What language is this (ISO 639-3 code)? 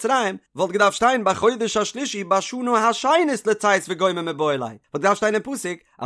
yid